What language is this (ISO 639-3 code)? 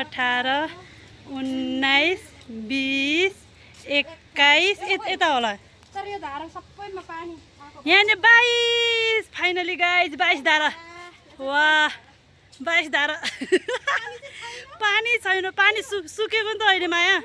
nep